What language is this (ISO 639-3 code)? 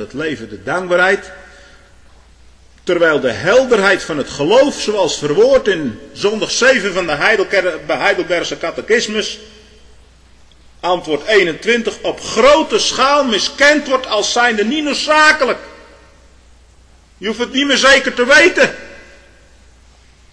nld